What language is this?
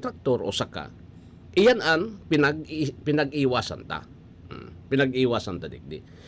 Bikol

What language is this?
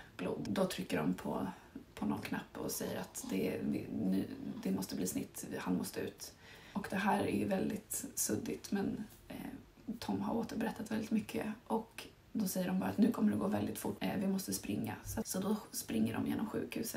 Swedish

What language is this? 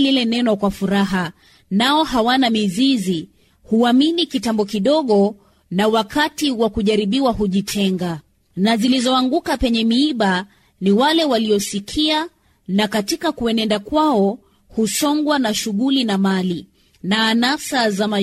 Swahili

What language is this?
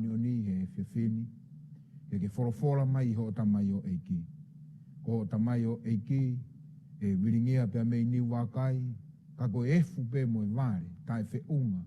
Tongan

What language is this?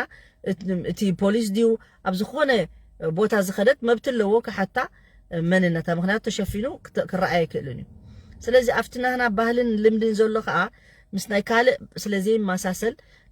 Tigrinya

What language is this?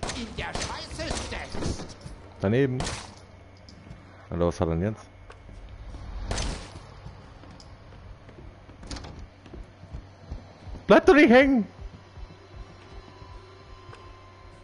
German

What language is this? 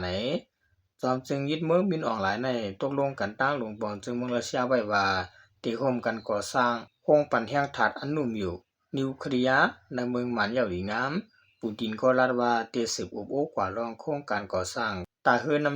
Shan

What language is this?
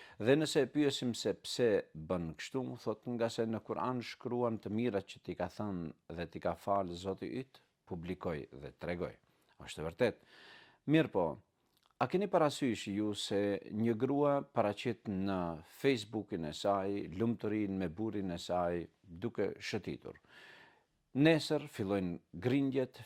Albanian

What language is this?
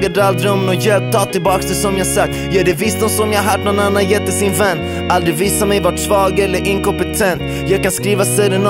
Swedish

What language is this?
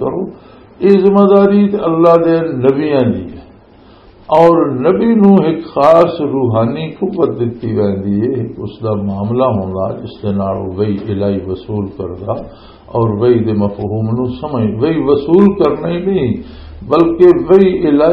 Western Panjabi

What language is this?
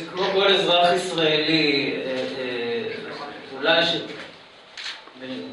Hebrew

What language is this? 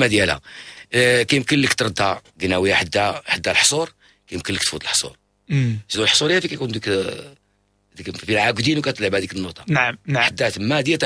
Moroccan Arabic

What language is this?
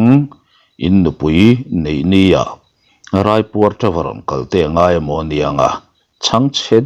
Mizo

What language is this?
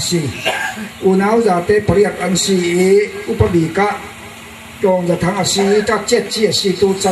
Falam Chin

